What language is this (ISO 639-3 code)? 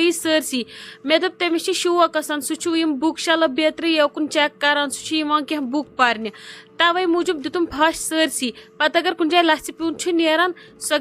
kas